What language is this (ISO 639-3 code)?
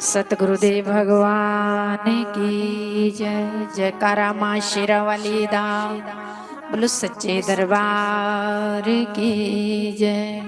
doi